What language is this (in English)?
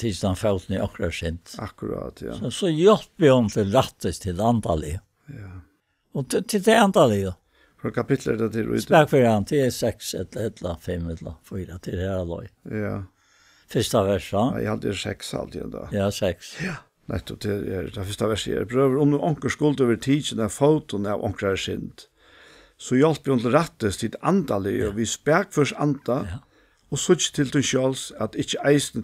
Faroese